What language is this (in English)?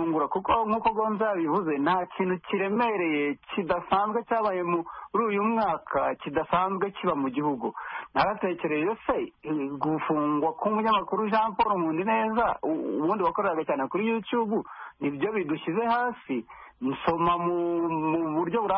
Kinyarwanda